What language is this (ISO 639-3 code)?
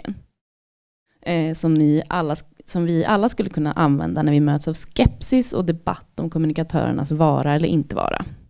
swe